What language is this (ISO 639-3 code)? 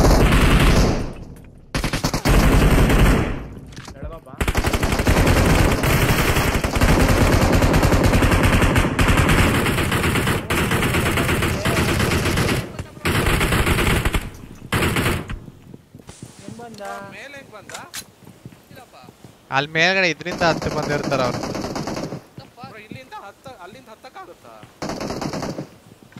kan